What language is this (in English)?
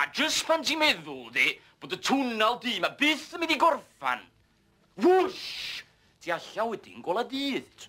Welsh